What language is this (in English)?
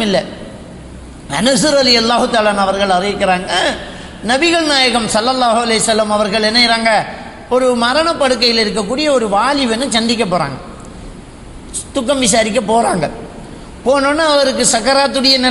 Tamil